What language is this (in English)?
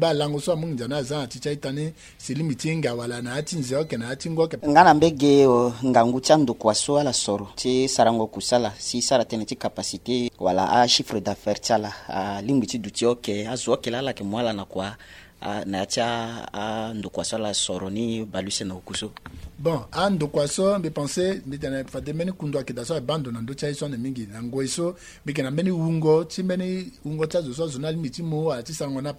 Sango